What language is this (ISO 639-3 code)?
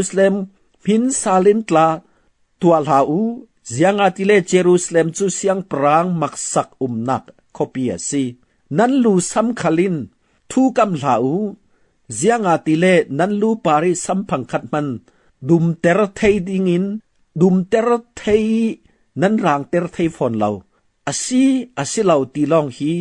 cfm